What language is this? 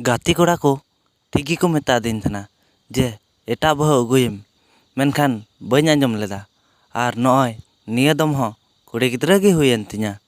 Santali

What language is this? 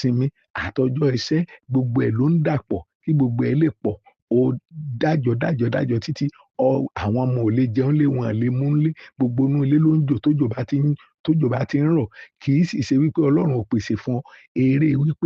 Yoruba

